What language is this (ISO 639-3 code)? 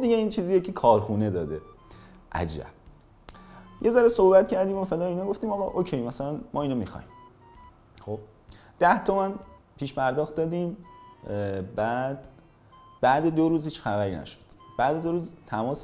fas